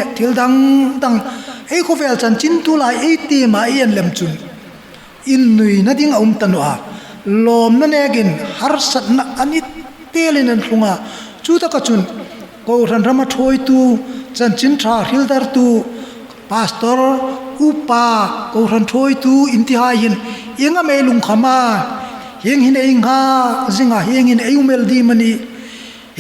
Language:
Hmar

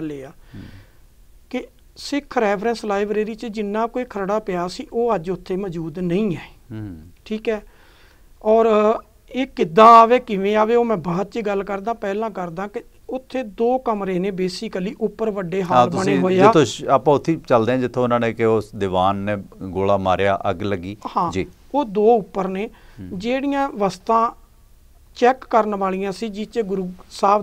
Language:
Punjabi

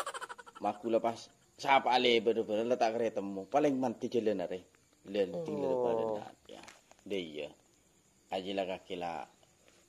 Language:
Madurese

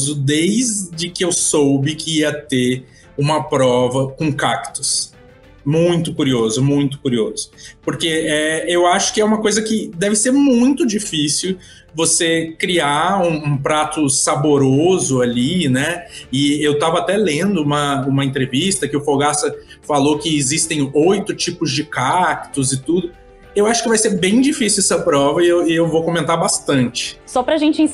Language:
Portuguese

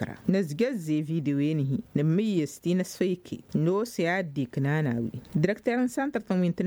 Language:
Tamasheq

